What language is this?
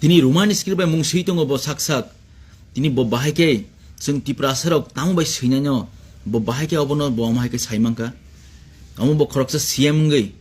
Kok Borok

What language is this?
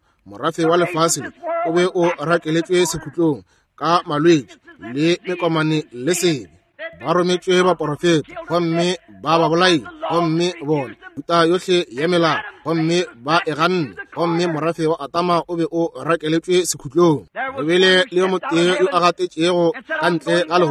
Northern Sotho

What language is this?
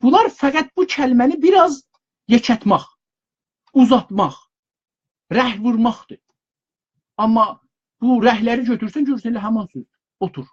South Azerbaijani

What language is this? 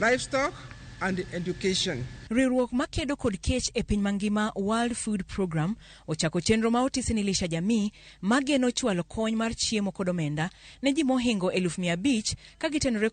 Luo (Kenya and Tanzania)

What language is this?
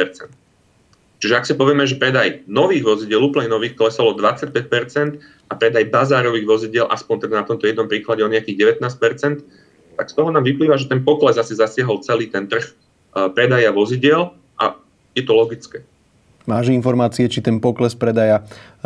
Slovak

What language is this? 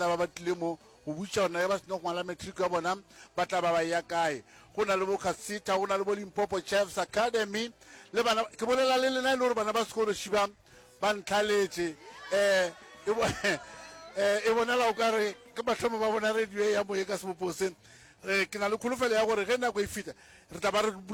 Northern Sotho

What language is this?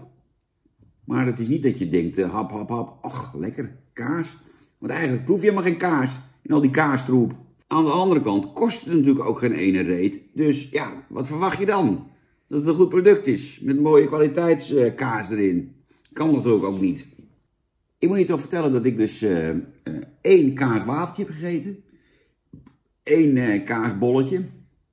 Dutch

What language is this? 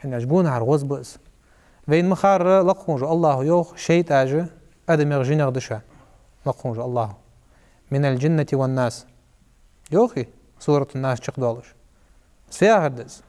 Ingush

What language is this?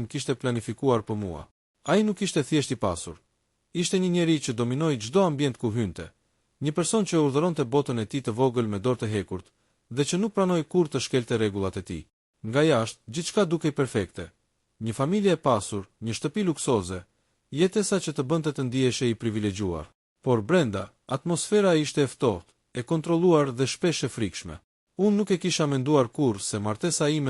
Albanian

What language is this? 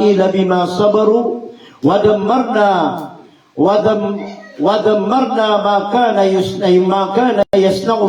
Maranao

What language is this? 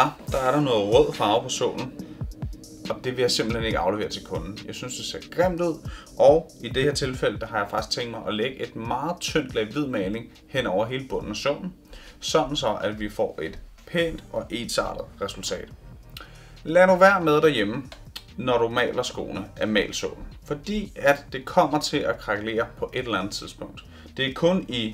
Danish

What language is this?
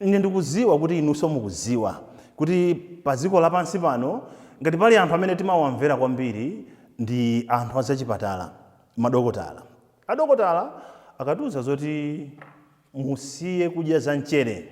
Nyanja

